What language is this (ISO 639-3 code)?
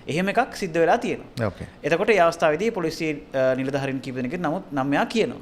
sin